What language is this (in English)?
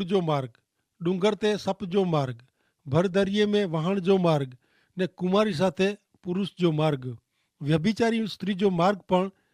Kachhi